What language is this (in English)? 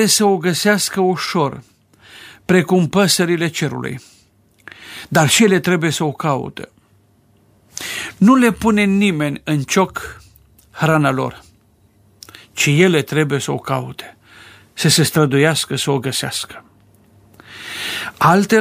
Romanian